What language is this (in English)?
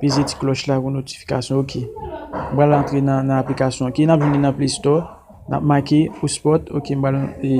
Haitian Creole